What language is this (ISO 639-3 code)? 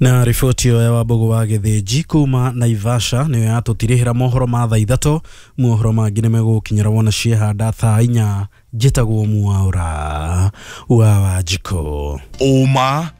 kik